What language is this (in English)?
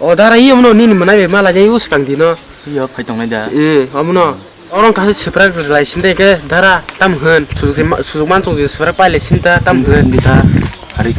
Kok Borok